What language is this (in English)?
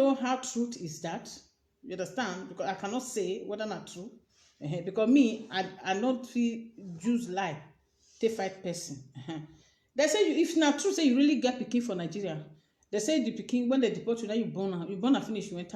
Nigerian Pidgin